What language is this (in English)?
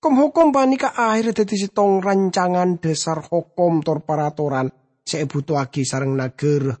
Madurese